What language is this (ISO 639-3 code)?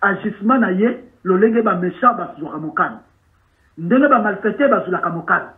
lin